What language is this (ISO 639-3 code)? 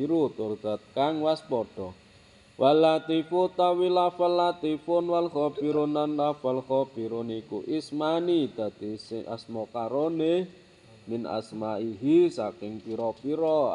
jav